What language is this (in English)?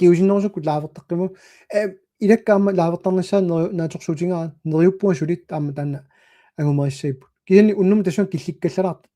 Kalaallisut